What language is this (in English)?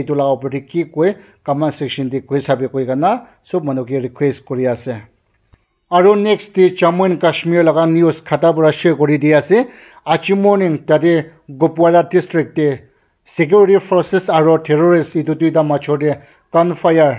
Naga Pidgin